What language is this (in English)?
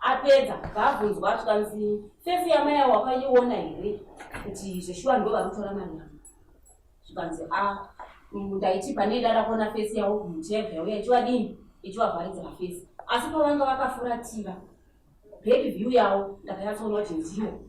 Shona